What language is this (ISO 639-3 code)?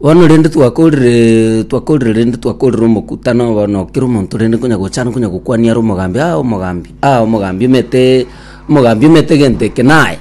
guz